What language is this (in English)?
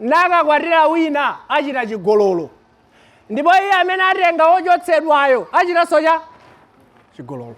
Nyanja